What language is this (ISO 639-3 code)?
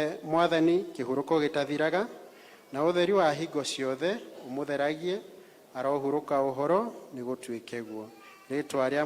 kik